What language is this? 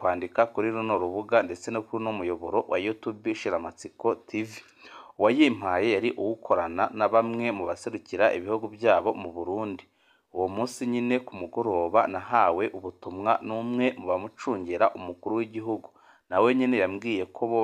Rundi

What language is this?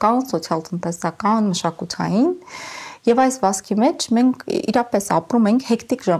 Armenian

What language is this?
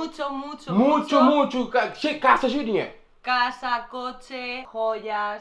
Kabuverdianu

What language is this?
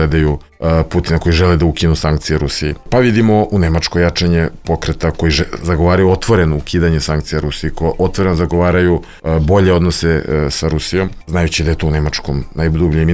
Serbian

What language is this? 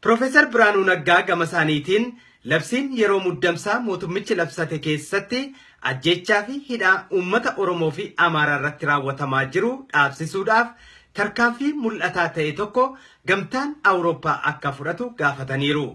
Oromo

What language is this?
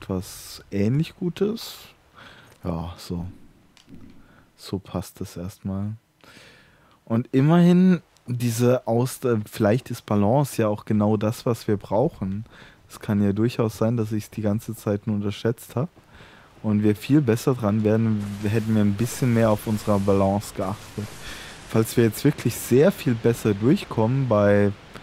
German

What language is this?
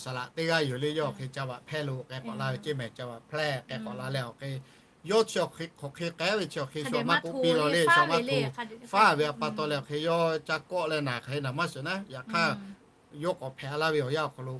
Lahu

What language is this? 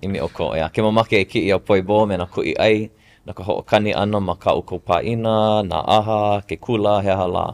Hawaiian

